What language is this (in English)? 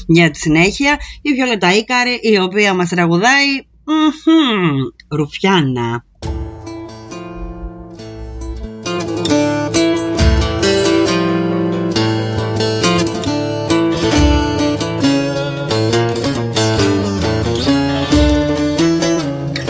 Greek